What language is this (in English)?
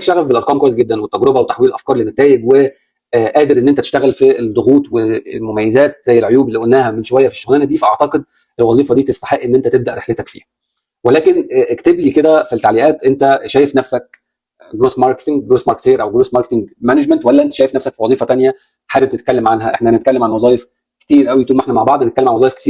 Egyptian Arabic